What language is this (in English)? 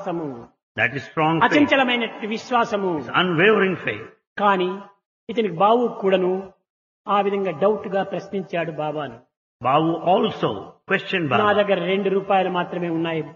Telugu